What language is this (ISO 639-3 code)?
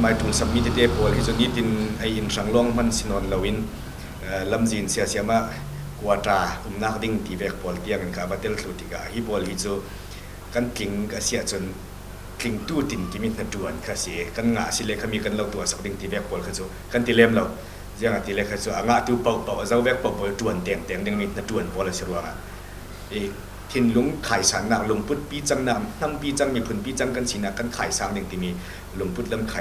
cfm